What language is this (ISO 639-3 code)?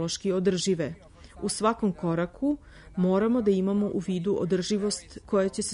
srp